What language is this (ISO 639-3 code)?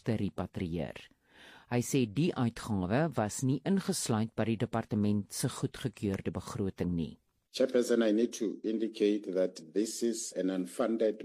afr